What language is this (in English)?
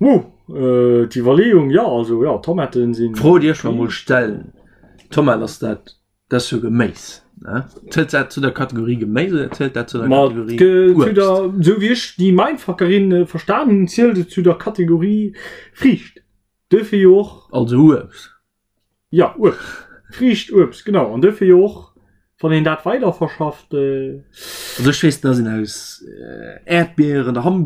Luxembourgish